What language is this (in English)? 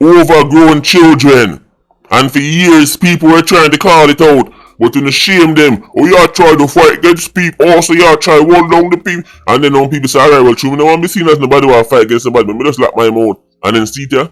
Jamaican Creole English